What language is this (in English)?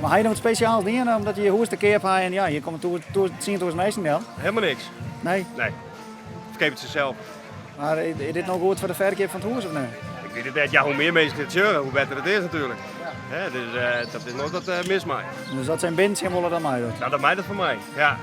Western Frisian